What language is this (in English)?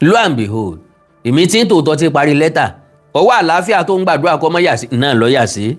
Yoruba